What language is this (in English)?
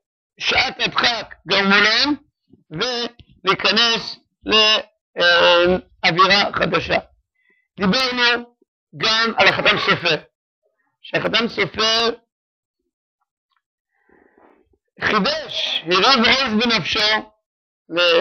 Hebrew